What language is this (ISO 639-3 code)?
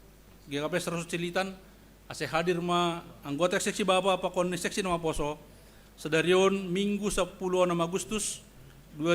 bts